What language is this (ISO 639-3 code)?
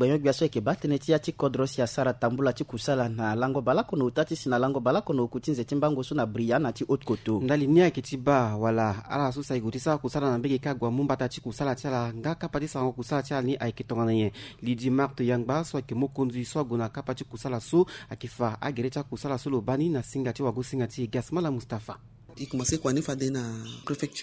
sag